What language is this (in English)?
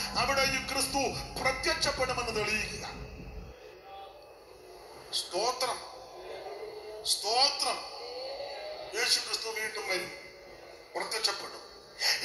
Malayalam